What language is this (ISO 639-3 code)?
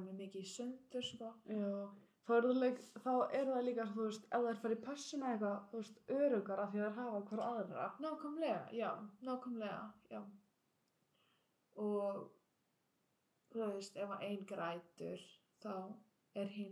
isl